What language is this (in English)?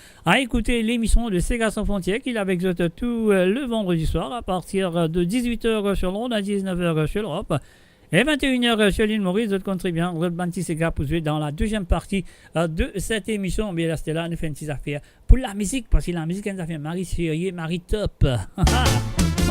Morisyen